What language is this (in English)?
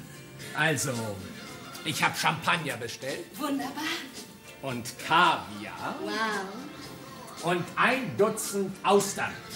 German